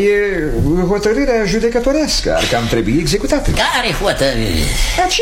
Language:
Romanian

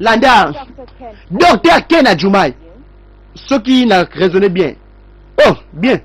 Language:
Lingala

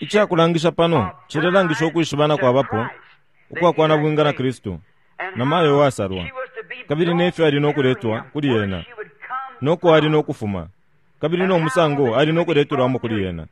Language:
Bemba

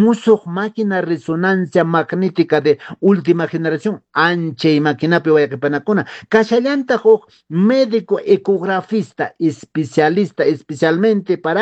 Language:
Quechua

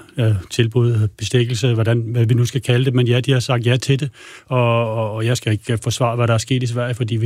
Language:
Danish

